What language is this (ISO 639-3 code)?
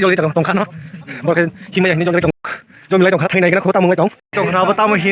trp